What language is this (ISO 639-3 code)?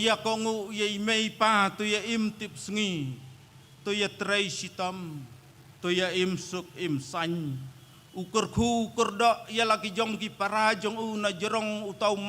kha